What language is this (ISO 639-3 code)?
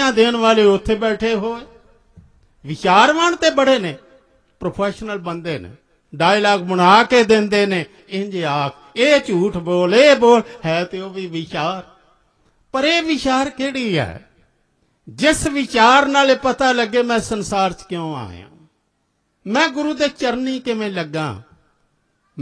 pan